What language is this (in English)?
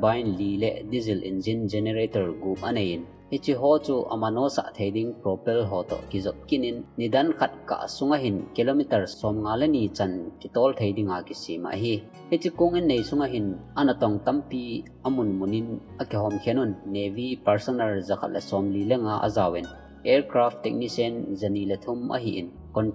Thado Chin